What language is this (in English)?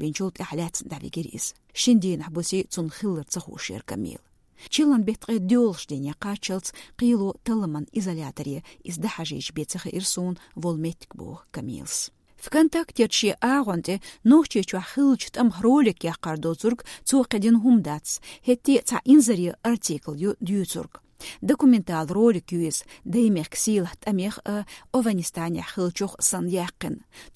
Chechen